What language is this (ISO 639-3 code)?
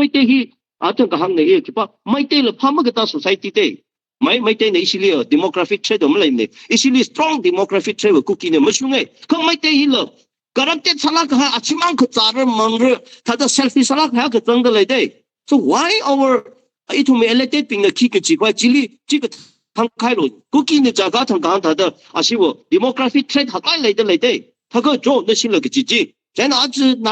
nmf